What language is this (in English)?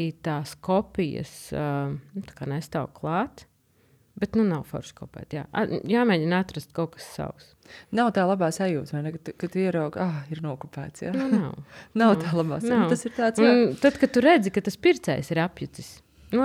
Latvian